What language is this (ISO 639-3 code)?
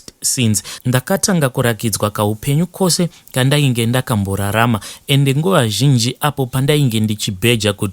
sna